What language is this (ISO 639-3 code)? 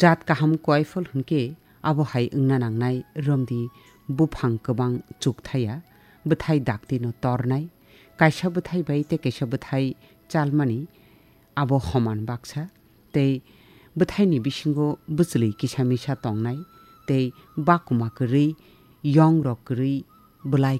trp